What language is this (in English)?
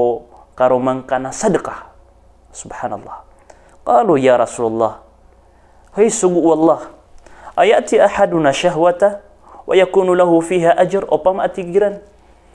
Maranao